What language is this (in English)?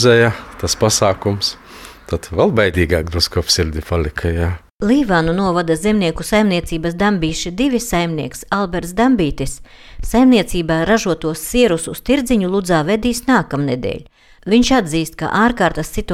Latvian